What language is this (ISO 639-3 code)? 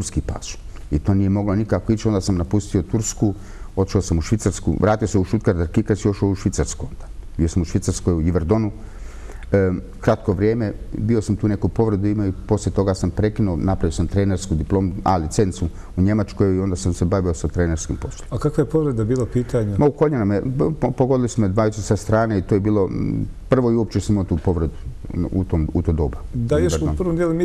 bos